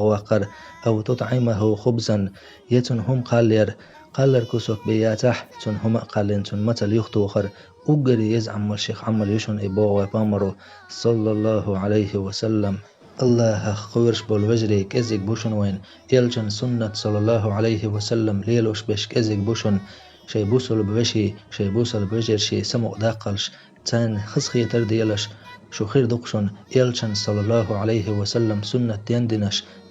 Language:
Chechen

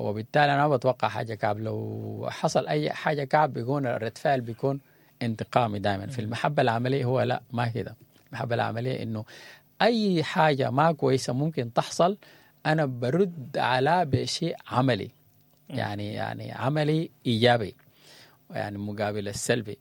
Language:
Sudanese Arabic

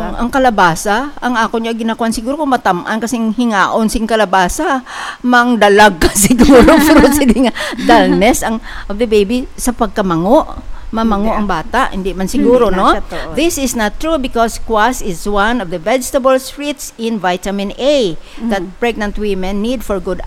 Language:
Hiligaynon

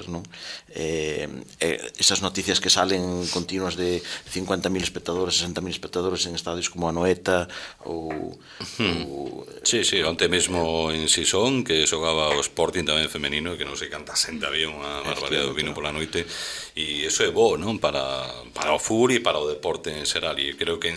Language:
Galician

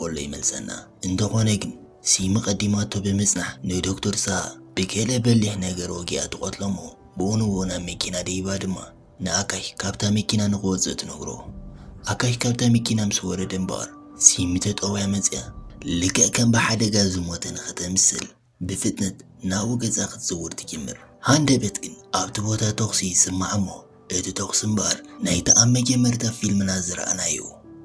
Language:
Tigrinya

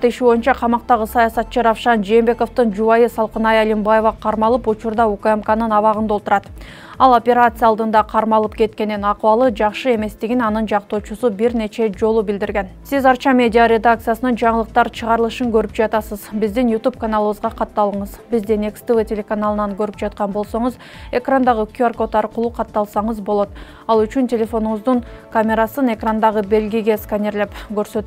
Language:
Kyrgyz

